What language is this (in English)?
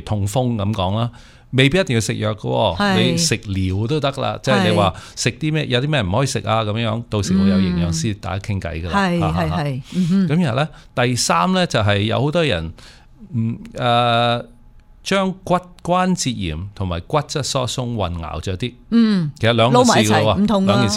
Cantonese